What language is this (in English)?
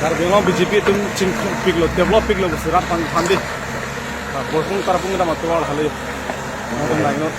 Karbi